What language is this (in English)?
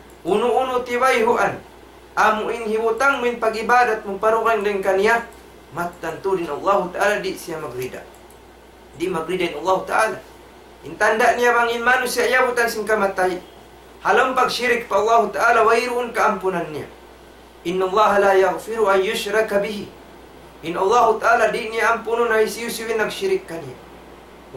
Tausug